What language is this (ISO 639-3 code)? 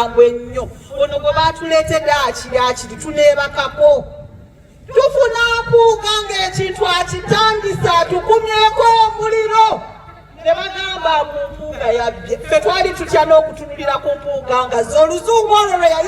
lug